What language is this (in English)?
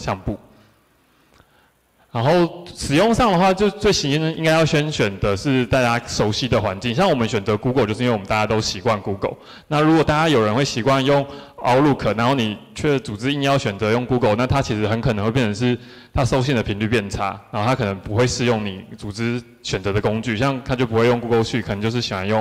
Chinese